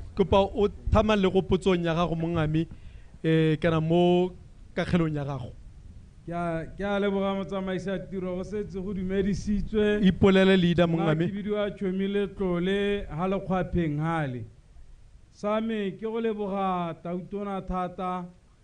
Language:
Tswana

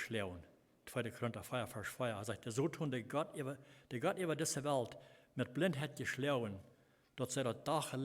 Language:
Plautdietsch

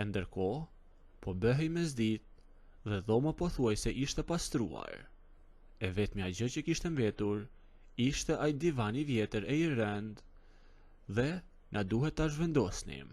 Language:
Albanian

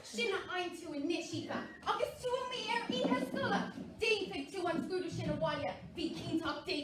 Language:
Irish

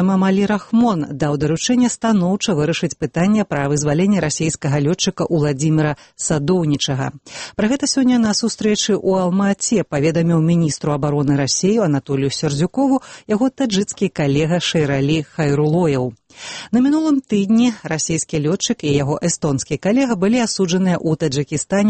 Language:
Belarusian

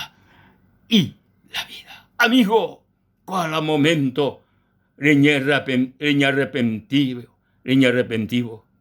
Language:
Guarani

